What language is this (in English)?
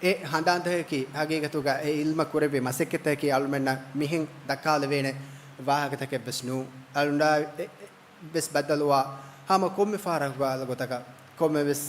Divehi